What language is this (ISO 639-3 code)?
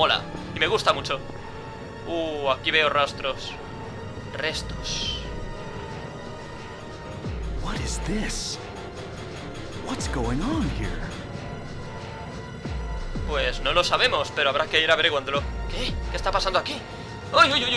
spa